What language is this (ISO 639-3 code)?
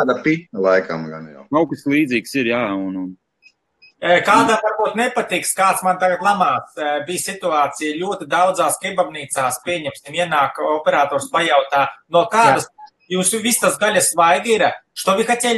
lav